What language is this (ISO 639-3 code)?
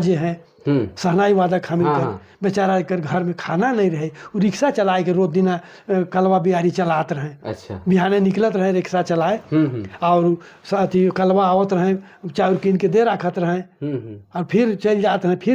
sck